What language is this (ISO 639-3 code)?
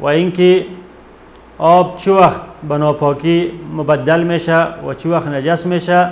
fas